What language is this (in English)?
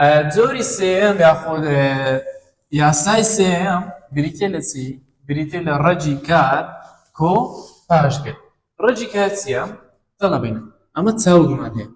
Central Kurdish